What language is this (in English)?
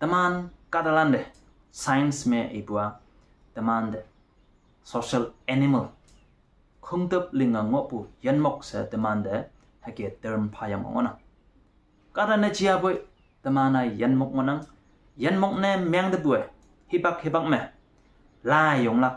Konyak Naga